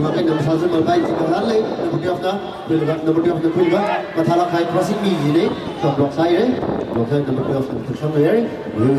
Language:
Tangkhul Naga (India)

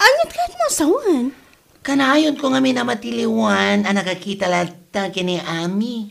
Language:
Iloko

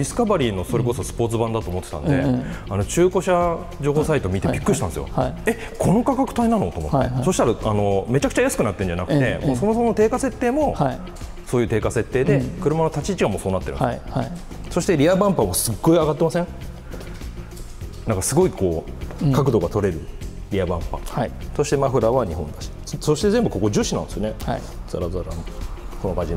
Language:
Japanese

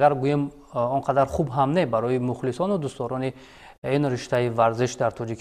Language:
Tajik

